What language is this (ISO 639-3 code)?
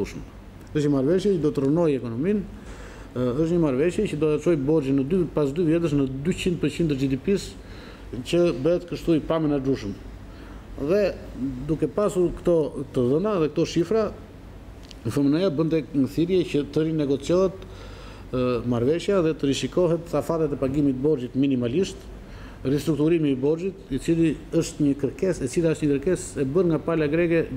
sqi